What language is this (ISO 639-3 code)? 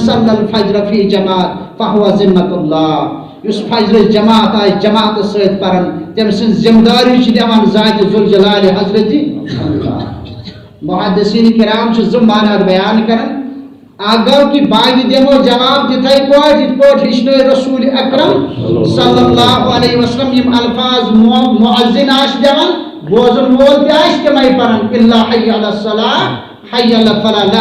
kas